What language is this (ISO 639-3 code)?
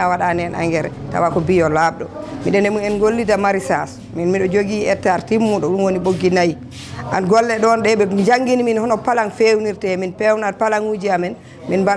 ful